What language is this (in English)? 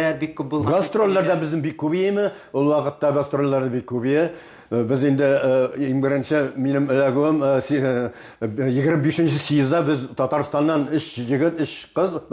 Tatar